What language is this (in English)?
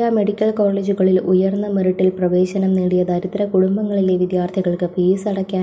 Malayalam